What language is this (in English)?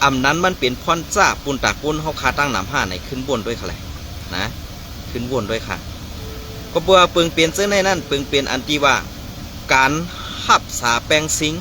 Shan